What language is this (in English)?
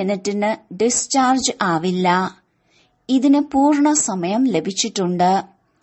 Malayalam